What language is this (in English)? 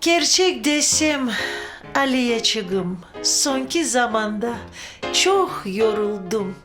Crimean Tatar